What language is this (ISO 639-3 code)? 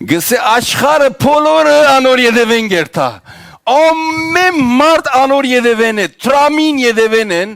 hyw